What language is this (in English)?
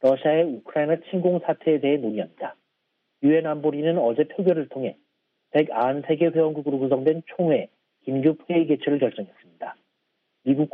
Korean